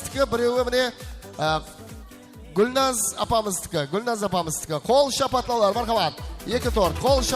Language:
Kara-Kalpak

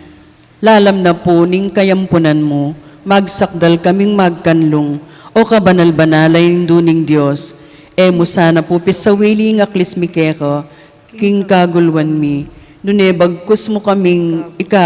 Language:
Pampanga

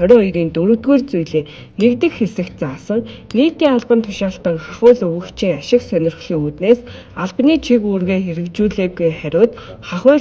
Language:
Mongolian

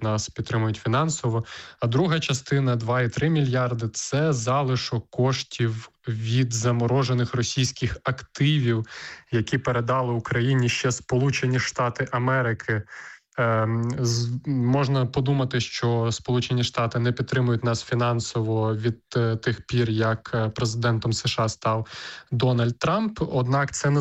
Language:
Ukrainian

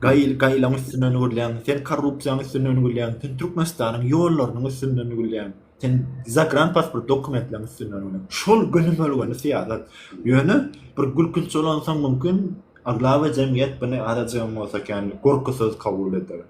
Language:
Turkmen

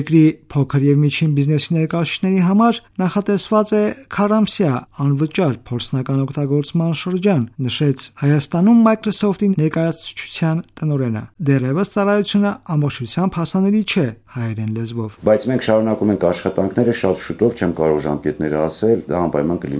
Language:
Armenian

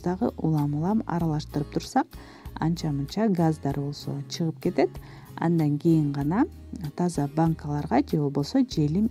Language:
Kyrgyz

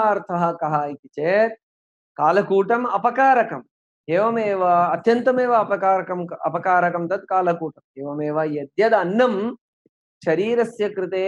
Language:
Sanskrit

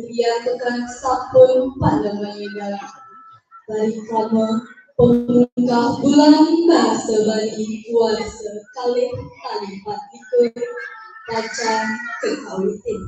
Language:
Balinese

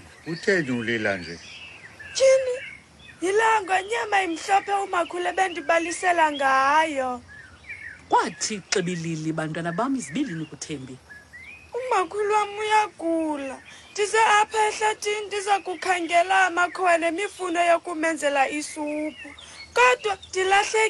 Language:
Xhosa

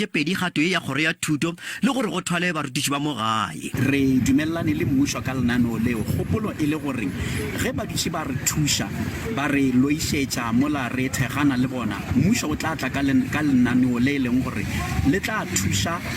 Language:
Northern Sotho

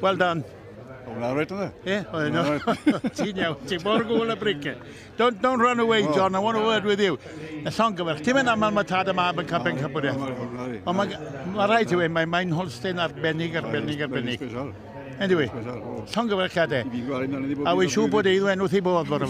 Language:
Welsh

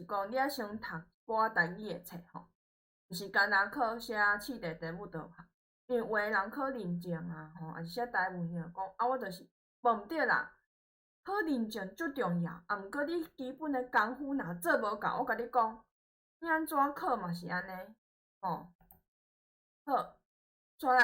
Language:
Min Nan Chinese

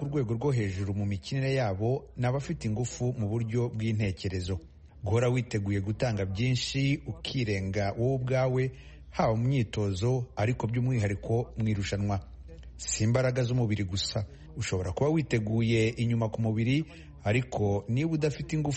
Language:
Kinyarwanda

